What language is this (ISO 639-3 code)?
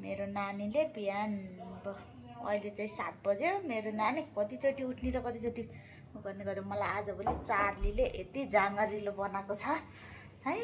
nep